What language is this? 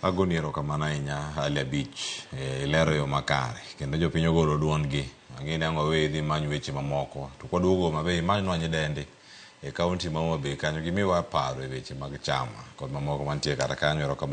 Luo (Kenya and Tanzania)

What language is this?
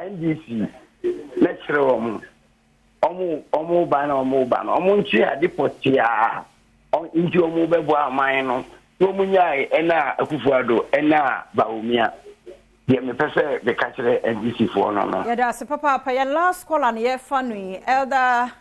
Akan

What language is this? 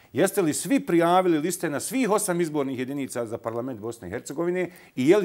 Bosnian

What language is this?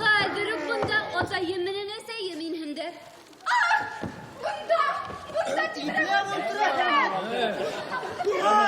Bashkir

